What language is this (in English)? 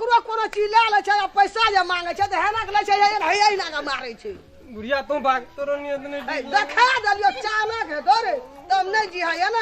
Maithili